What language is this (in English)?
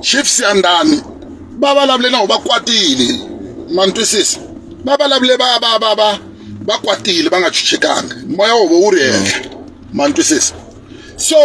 Tsonga